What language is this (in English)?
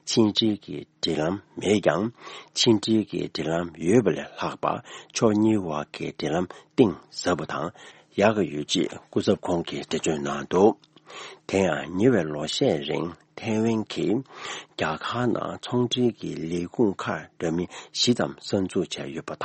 Tibetan